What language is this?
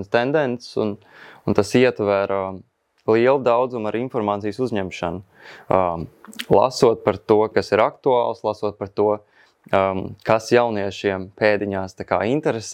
Latvian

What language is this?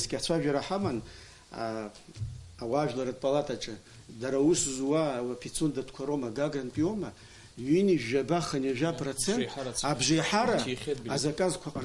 Abkhazian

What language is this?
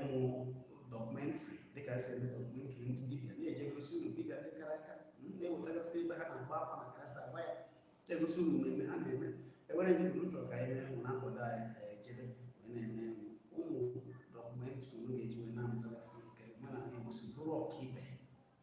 Igbo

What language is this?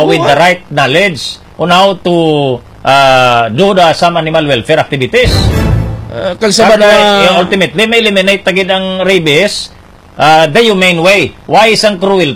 Hiligaynon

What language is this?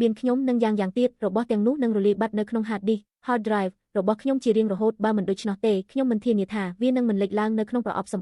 Khmer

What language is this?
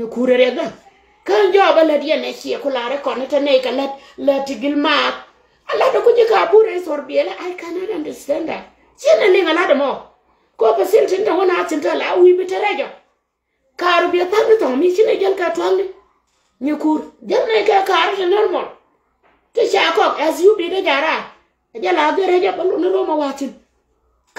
Nuer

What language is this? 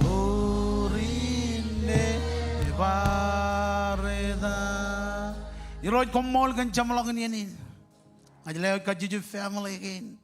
Marshallese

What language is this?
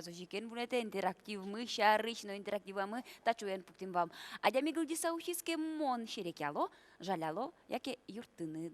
Udmurt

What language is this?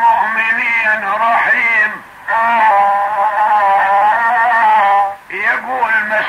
Arabic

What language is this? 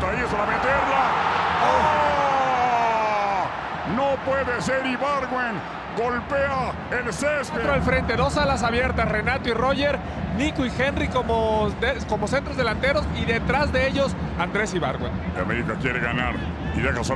Spanish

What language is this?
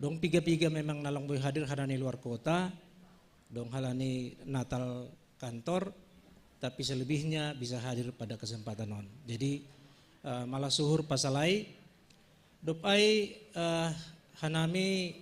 Batak Simalungun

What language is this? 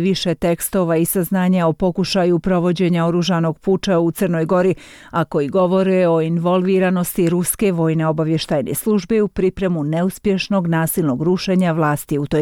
Croatian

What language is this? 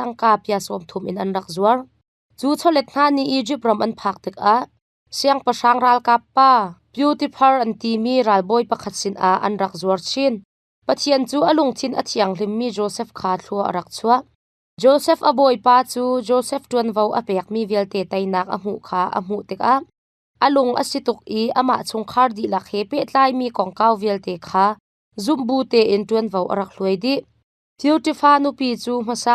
Hakha Chin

